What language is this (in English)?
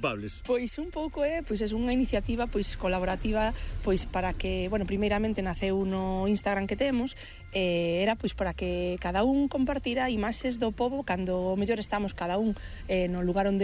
Galician